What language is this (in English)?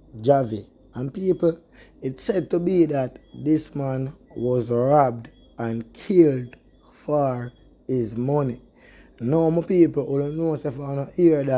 Jamaican Creole English